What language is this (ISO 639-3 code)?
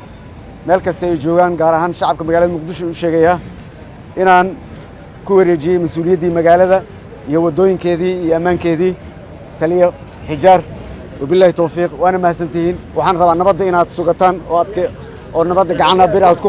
som